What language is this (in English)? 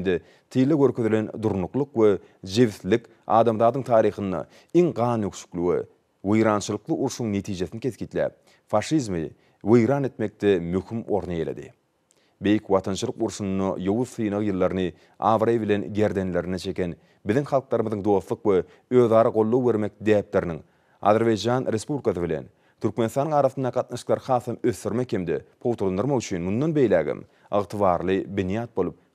Turkmen